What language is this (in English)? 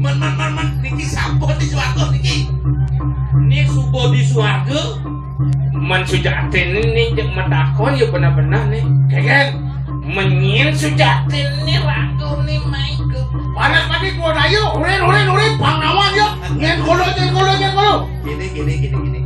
Balinese